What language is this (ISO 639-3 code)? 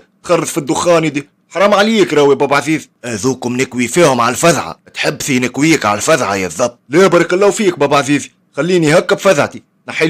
aeb